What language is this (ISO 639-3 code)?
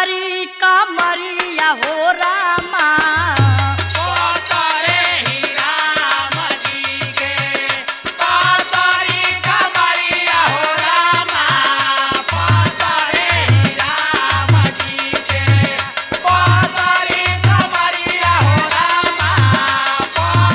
bho